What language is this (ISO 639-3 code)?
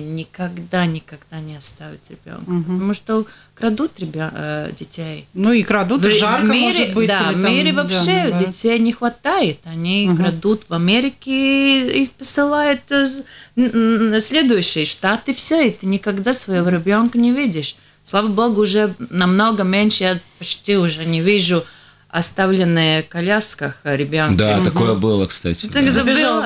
rus